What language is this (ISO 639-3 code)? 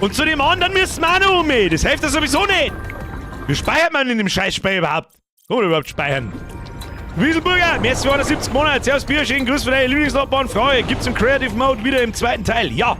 bar